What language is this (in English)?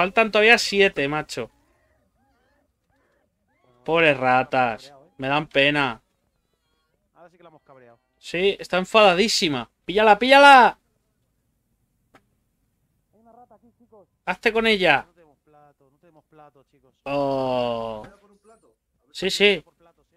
Spanish